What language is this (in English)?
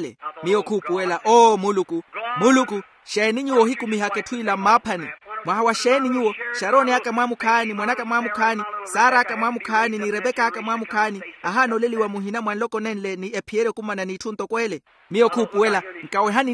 Makhuwa